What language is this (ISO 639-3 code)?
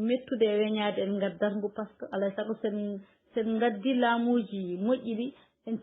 ful